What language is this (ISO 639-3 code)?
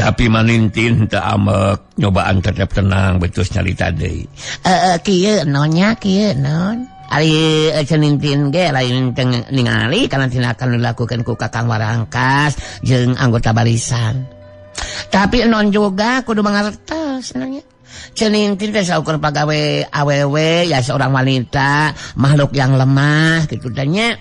sun